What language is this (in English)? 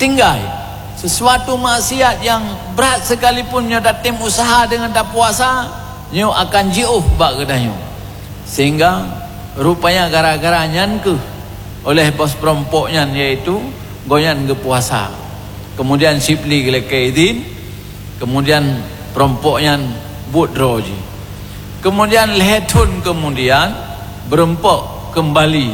Achinese